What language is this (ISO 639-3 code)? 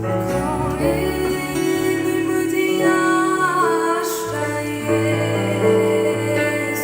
fao